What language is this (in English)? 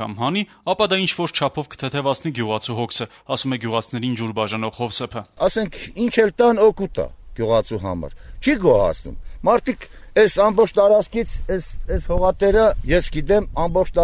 Armenian